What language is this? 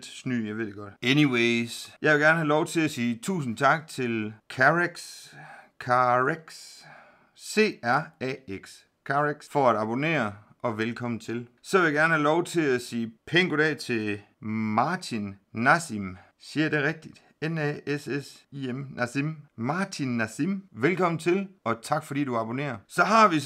Danish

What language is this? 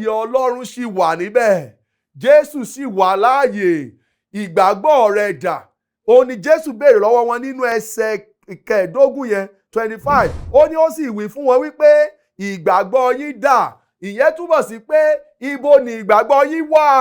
Yoruba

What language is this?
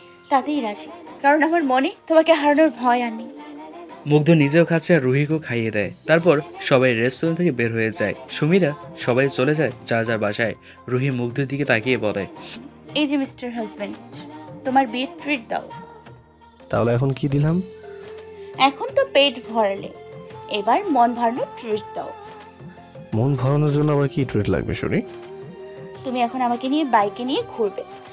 Bangla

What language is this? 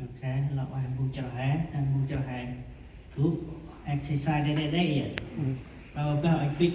Central Mnong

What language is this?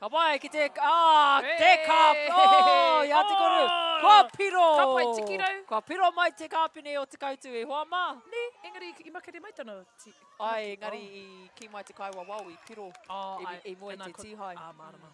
Māori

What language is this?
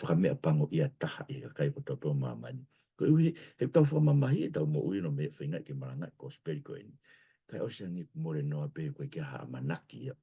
Tongan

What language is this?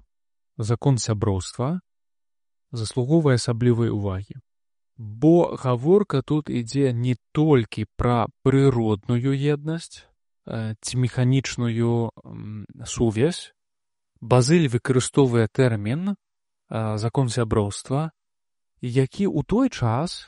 Belarusian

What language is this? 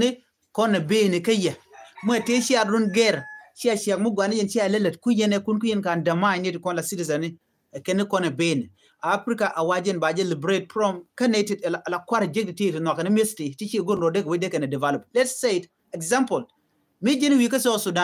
Nuer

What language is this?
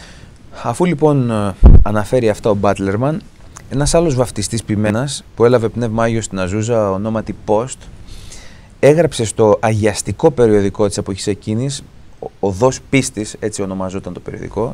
Greek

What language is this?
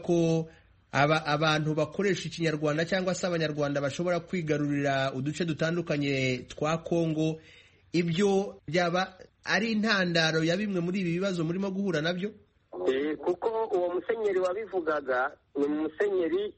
Kinyarwanda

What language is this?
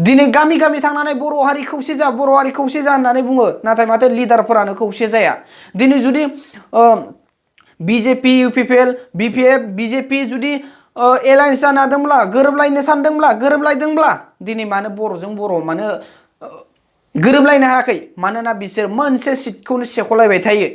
Bodo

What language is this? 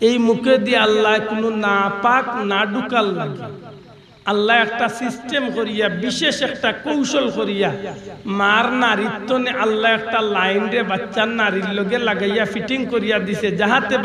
Sylheti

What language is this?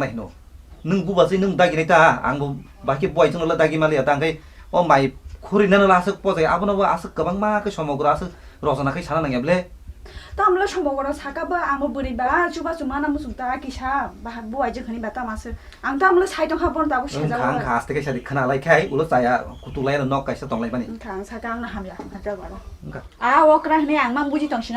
Kok Borok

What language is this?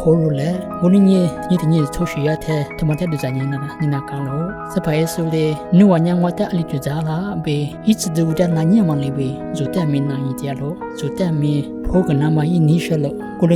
Lisu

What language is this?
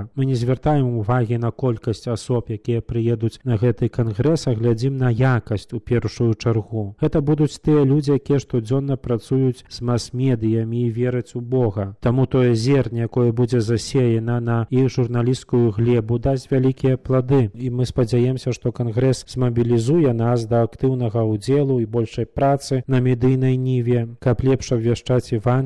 Belarusian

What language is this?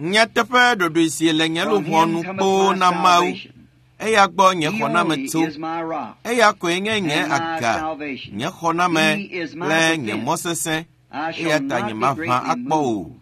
Ewe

